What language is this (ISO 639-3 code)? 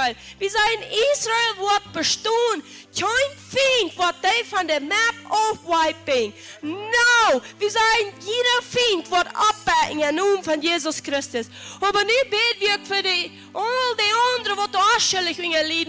pdt